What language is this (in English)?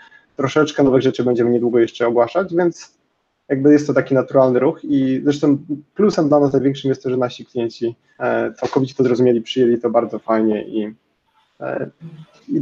Polish